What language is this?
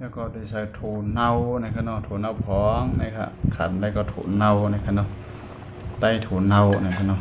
Shan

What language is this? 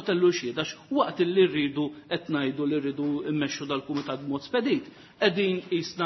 Maltese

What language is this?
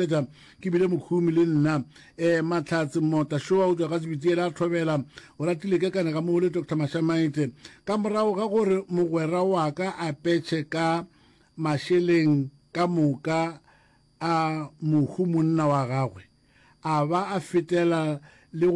Northern Sotho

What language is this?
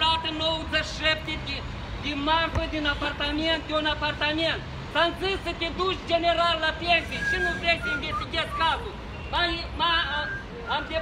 Romanian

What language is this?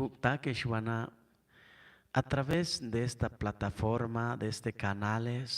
Chuj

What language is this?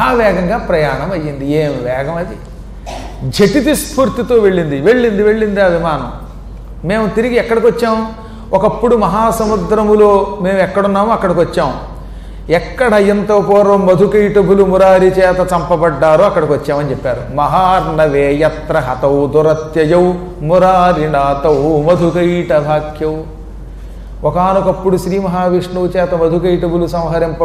Telugu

